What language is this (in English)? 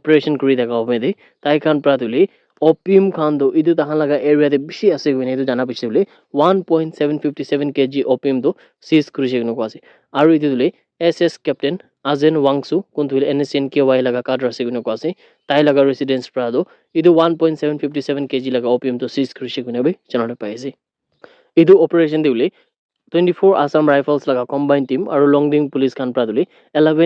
Naga Pidgin